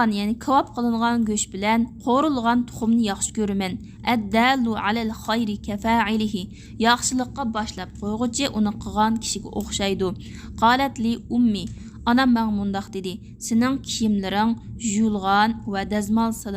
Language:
Uyghur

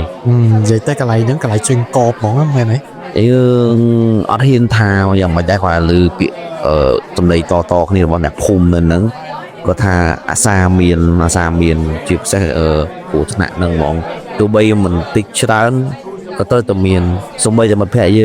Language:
Khmer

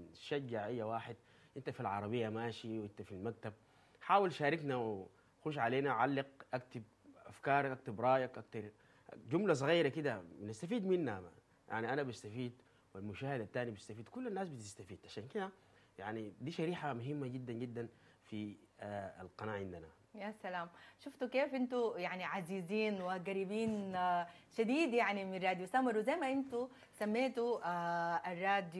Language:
Sudanese Arabic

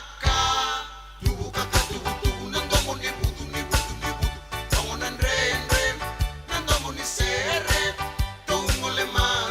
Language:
Fijian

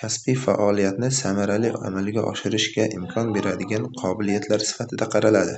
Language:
Uzbek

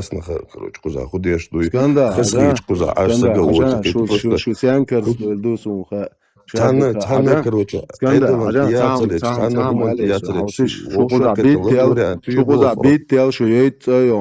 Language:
Chechen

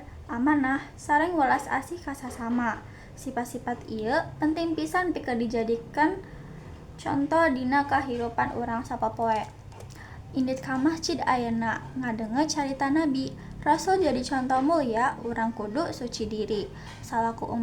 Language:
Sundanese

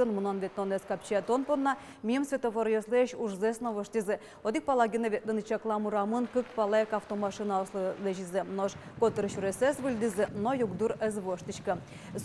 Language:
Udmurt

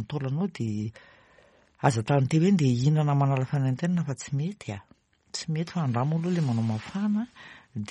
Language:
Malagasy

